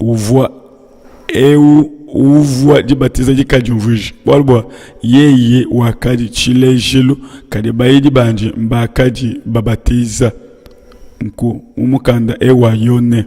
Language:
Luba-Lulua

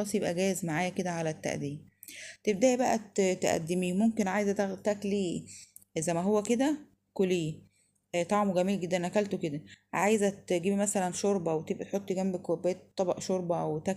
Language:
Egyptian Arabic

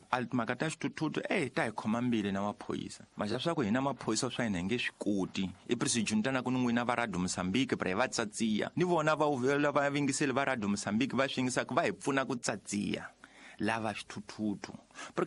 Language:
Tsonga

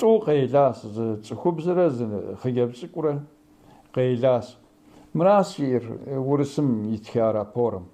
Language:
Kabardian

